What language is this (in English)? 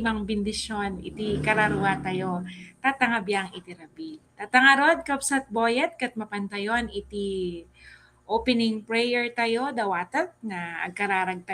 Iloko